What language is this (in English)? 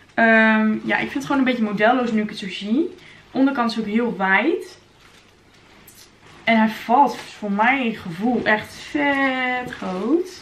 Dutch